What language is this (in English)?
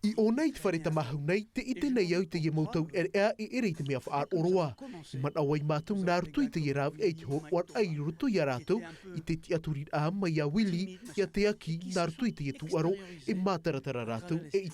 Tahitian